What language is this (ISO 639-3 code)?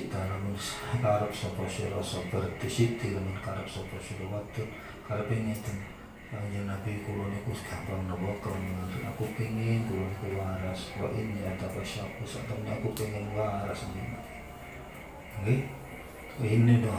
jav